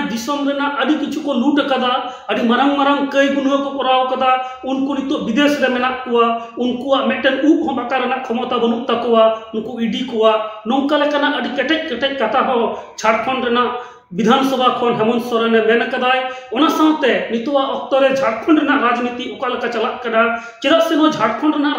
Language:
Santali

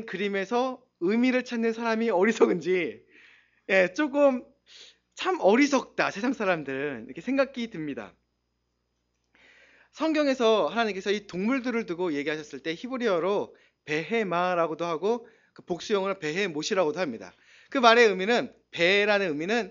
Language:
Korean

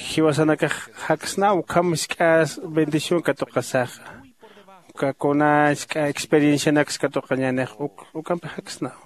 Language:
Aymara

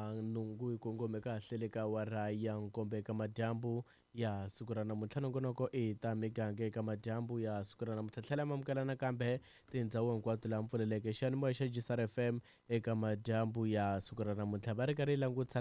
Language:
Tsonga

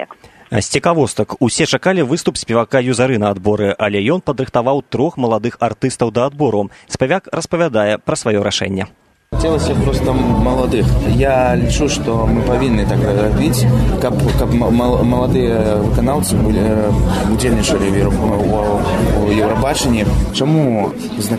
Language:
Belarusian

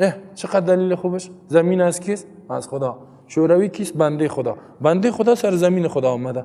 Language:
Persian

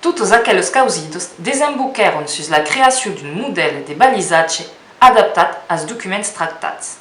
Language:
Occitan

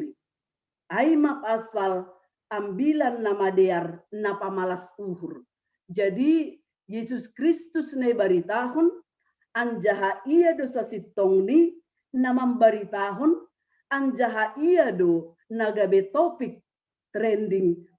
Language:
Batak Simalungun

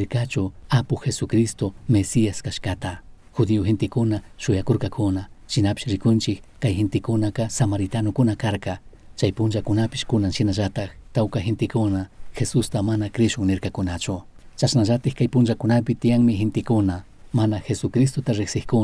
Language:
Chimborazo Highland Quichua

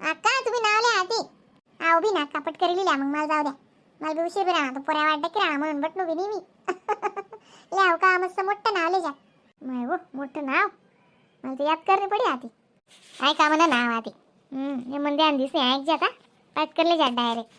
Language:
Khandesi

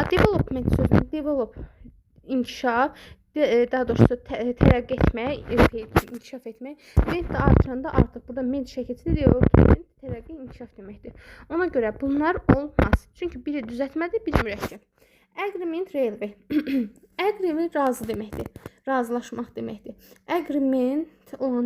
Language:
Azerbaijani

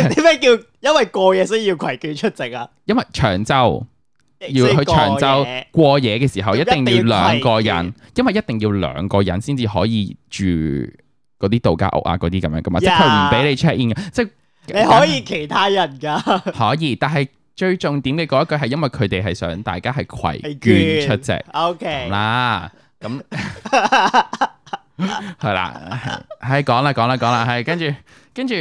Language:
Cantonese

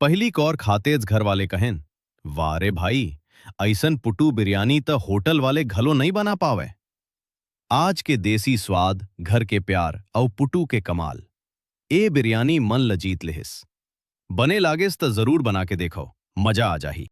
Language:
Chhattisgarhi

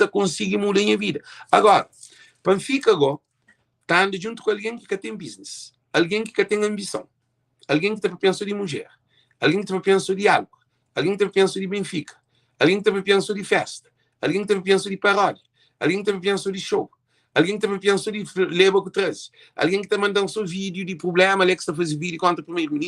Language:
Kabuverdianu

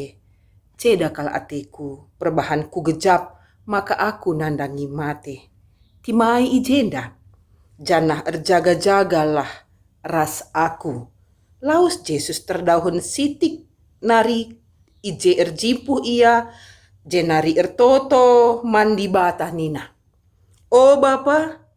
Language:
Batak Karo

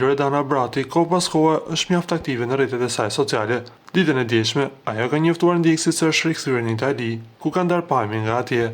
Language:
Albanian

